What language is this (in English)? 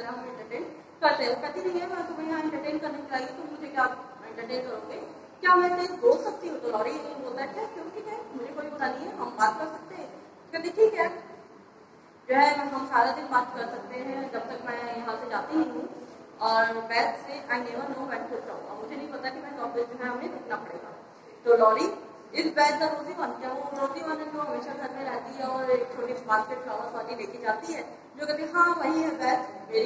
Hindi